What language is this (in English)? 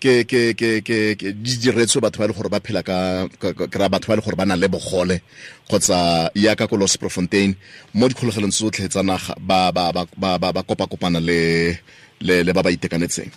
Tswana